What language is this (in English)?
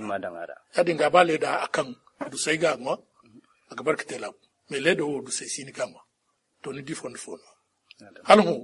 Zarma